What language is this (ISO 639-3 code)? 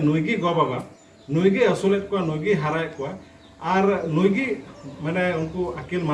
sat